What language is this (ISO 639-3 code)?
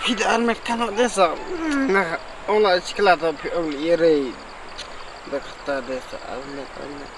kha